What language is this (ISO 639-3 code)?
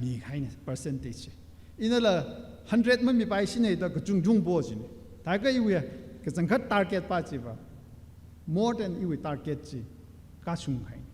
nmf